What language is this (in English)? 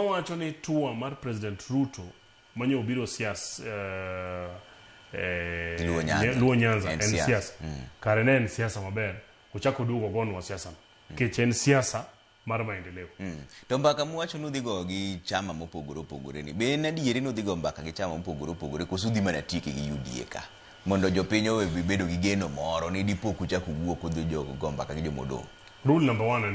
Luo (Kenya and Tanzania)